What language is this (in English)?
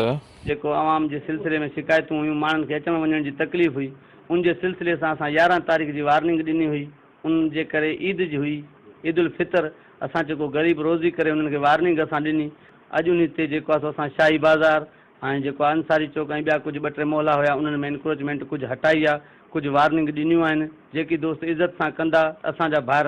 Sindhi